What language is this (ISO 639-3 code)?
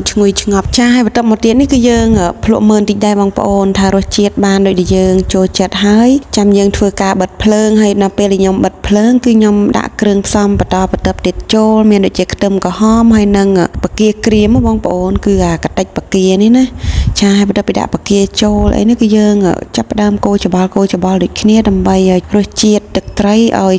khm